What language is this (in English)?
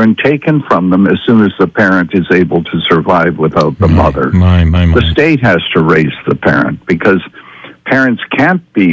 English